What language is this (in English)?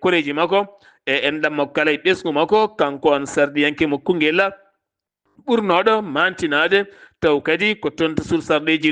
Fula